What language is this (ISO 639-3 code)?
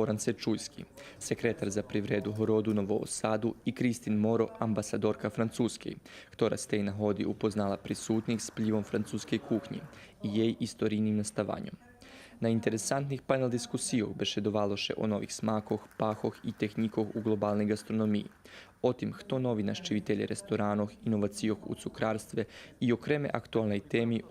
rue